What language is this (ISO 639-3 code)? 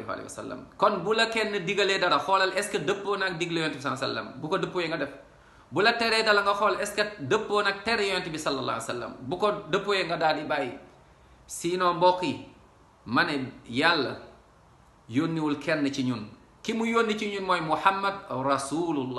wol